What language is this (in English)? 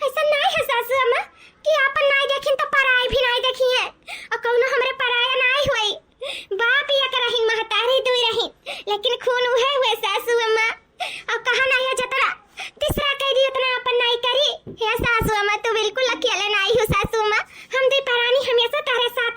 Awadhi